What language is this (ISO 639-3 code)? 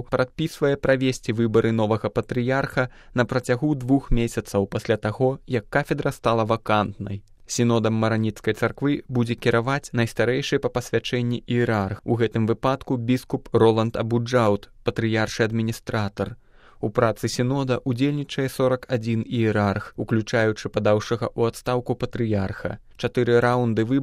bel